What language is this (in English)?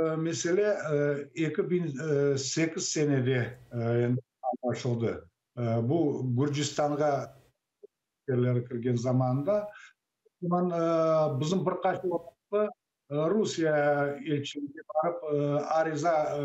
Crimean Tatar